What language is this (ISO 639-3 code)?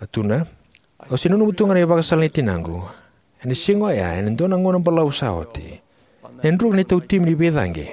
fij